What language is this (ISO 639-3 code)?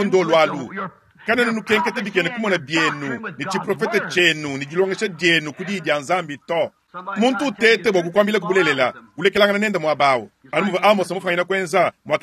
lua